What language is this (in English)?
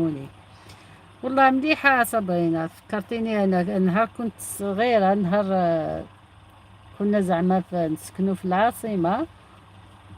Algerian Arabic